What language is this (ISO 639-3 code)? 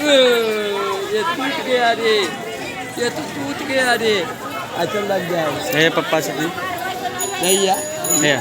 mai